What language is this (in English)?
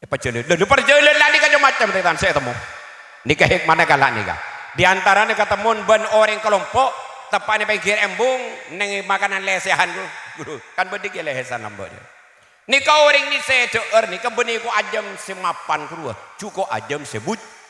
Madurese